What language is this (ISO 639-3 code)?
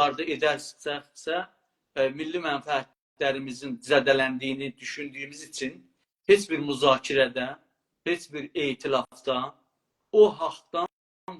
azb